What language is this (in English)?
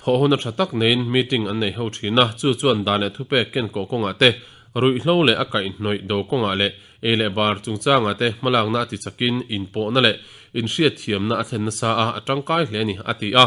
Mizo